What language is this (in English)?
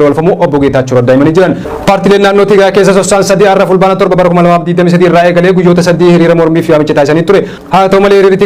Oromo